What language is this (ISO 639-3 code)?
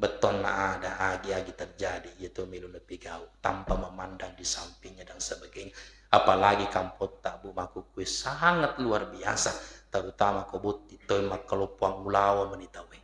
bug